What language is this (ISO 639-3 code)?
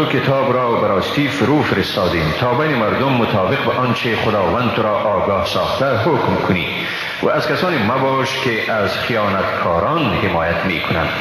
tgk